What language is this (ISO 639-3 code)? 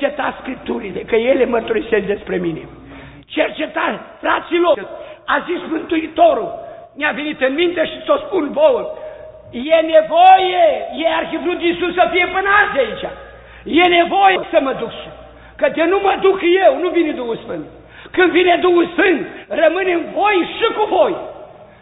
ron